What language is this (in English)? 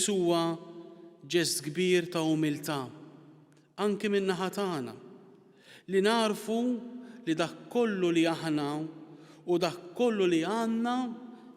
Maltese